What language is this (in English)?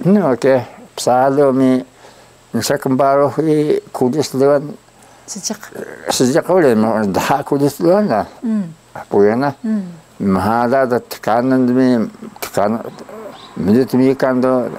Taroko